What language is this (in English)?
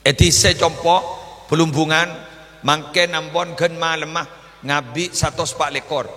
Madurese